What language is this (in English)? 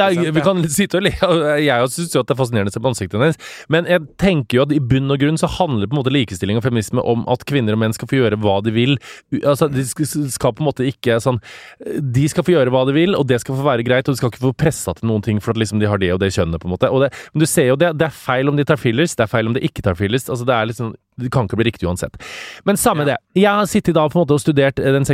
Norwegian